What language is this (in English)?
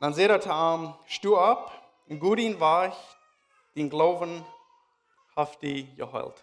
Plautdietsch